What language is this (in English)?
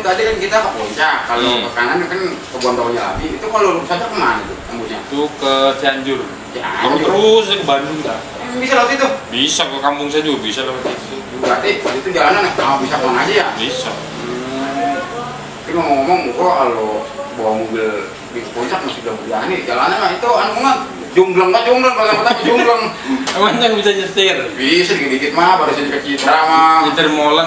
Betawi